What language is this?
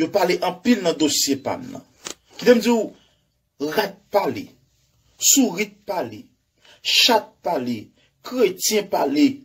Haitian Creole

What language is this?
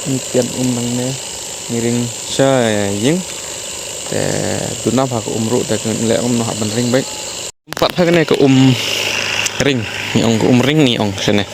Khasi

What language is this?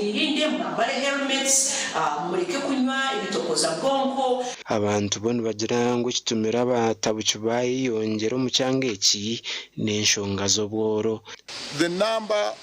Nyankole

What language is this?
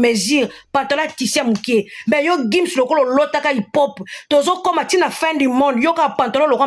Lingala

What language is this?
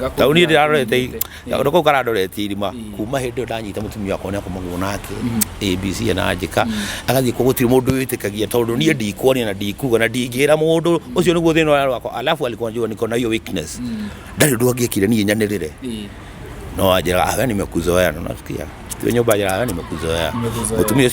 Kikuyu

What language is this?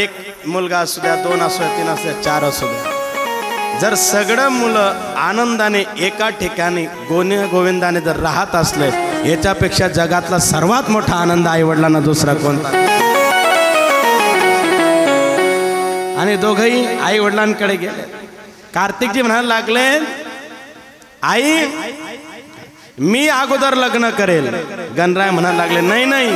Marathi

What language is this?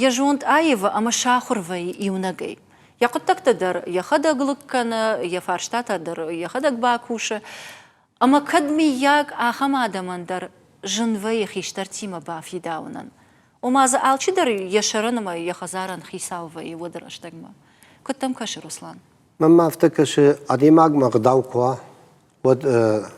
Ossetic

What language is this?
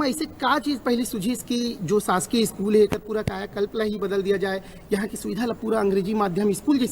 Chhattisgarhi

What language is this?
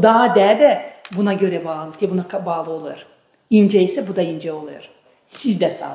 Gagauz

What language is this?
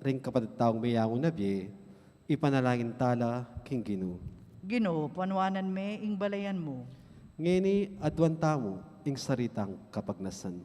Pampanga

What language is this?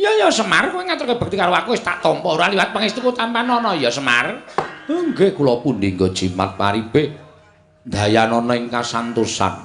Javanese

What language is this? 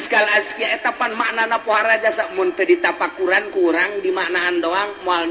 Sundanese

